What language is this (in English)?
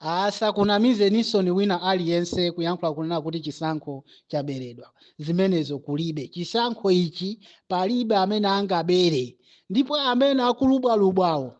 Nyanja